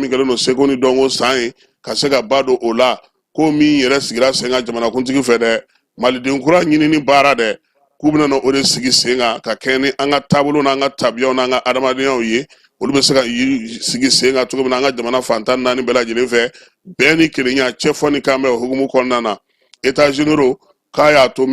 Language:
Bambara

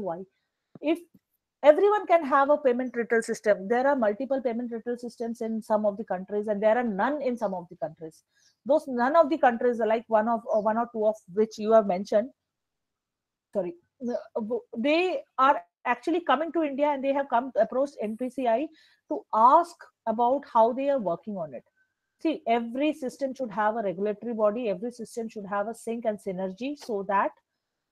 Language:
English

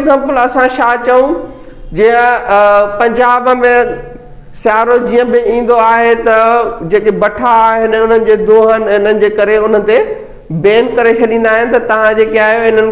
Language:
Sindhi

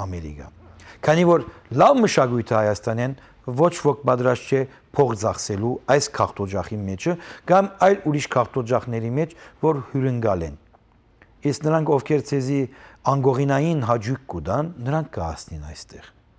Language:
Western Armenian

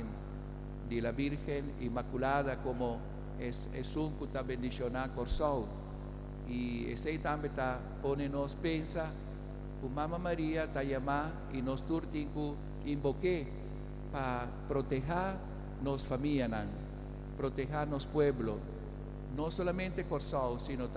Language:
Papiamento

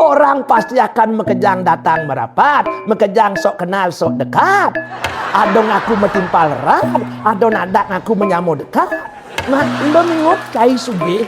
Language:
Balinese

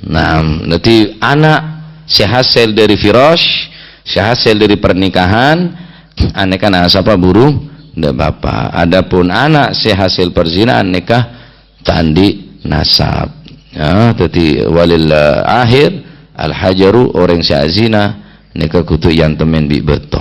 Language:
Madurese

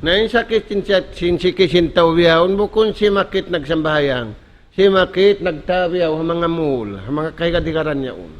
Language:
Tausug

